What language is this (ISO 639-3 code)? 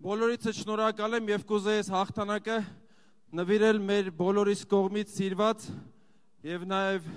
hye